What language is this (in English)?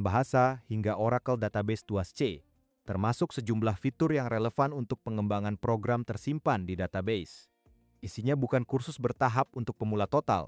Indonesian